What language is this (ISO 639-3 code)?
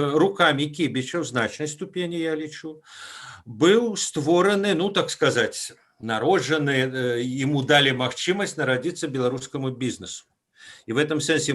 bel